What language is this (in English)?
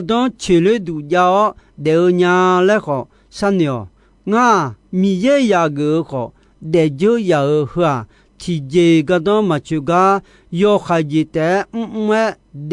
Akha